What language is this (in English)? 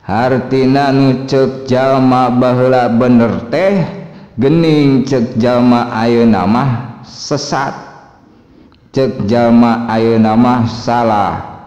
Sundanese